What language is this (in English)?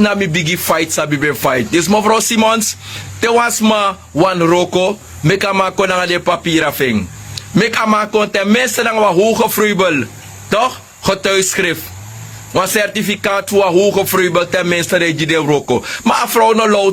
Sranan Tongo